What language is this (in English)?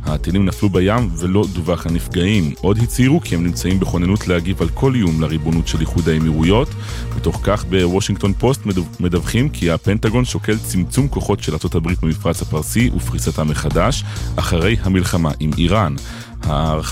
Hebrew